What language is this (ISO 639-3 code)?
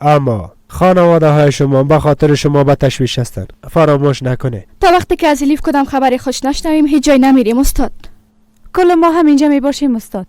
fas